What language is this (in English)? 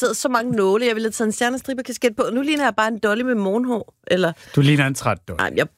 Danish